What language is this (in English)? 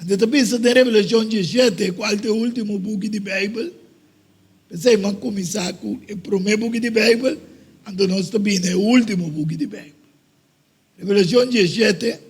Papiamento